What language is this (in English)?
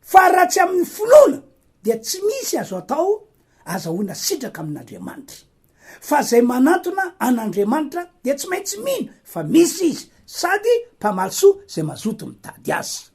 Malagasy